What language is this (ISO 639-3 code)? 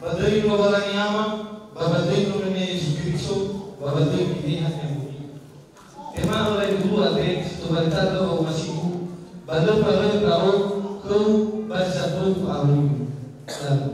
nia